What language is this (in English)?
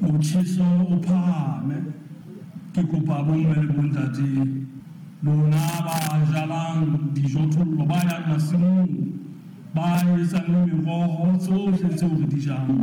Southern Sotho